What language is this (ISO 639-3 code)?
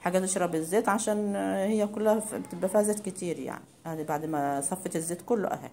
arz